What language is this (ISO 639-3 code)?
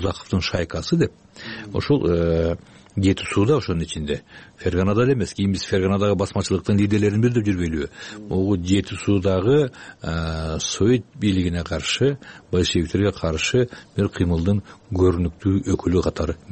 kir